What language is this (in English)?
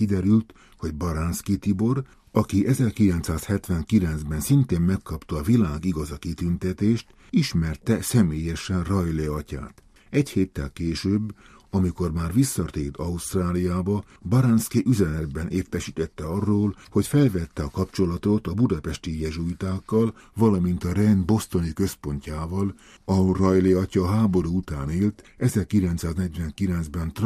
Hungarian